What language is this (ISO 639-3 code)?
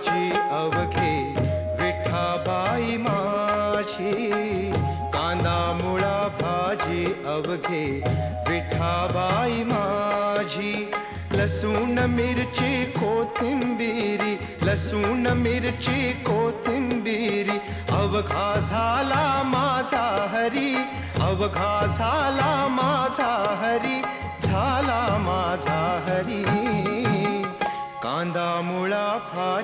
mar